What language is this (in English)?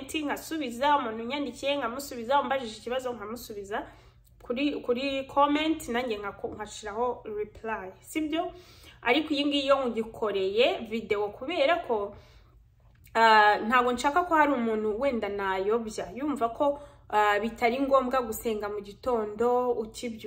Kinyarwanda